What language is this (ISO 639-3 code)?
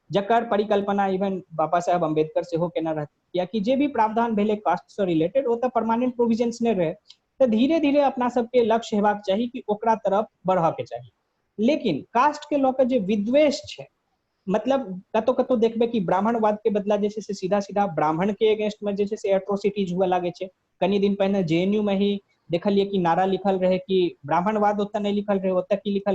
mai